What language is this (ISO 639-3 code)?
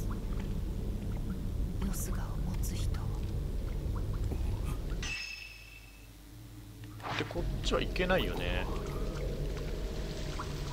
jpn